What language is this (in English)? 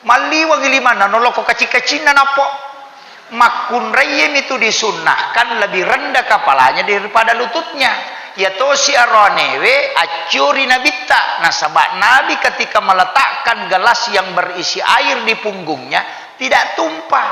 Buginese